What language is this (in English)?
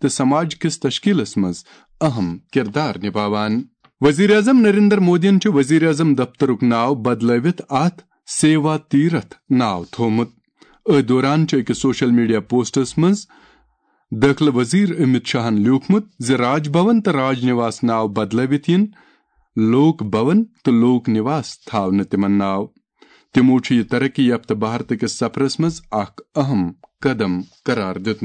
Kashmiri